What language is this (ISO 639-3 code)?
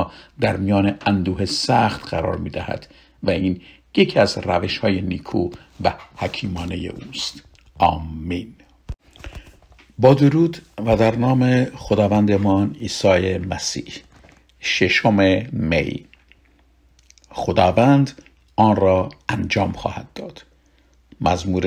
fas